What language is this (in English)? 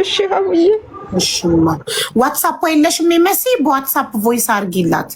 Amharic